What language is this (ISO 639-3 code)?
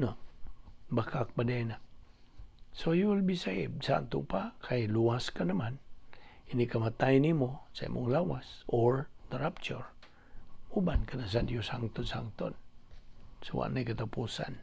ceb